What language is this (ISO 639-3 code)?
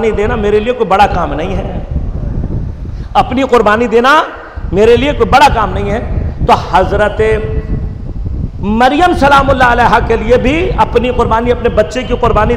urd